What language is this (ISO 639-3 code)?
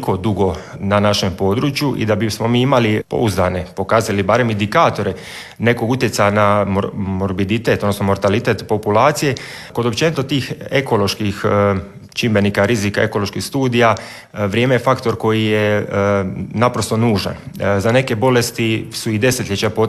hrv